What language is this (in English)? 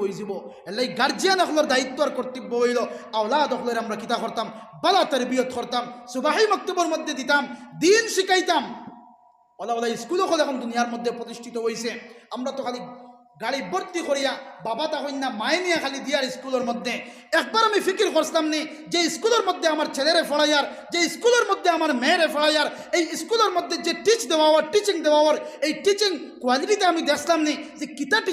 Sylheti